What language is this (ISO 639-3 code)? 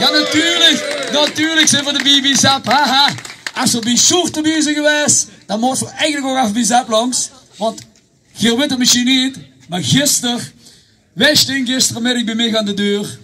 lim